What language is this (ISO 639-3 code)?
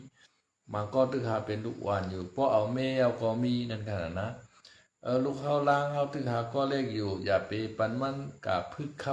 shn